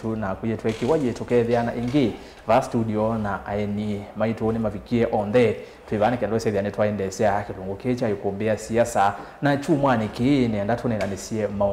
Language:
Kamba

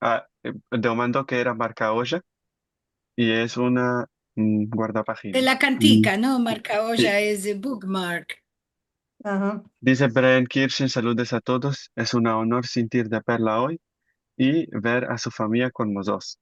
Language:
Ladino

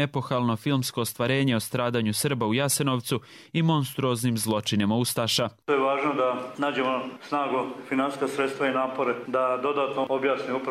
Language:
Serbian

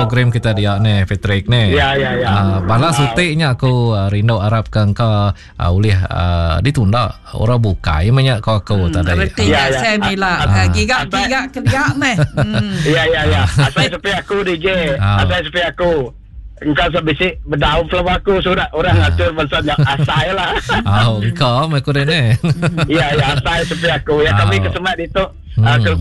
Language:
Iban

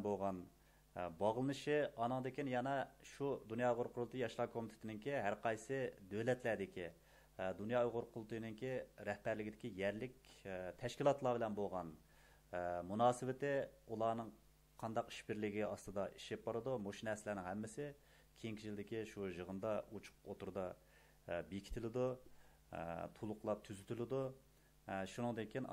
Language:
Uyghur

